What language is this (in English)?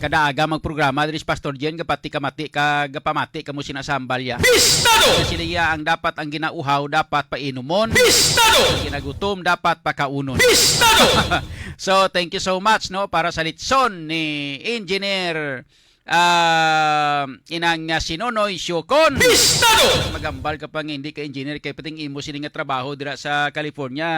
Hiligaynon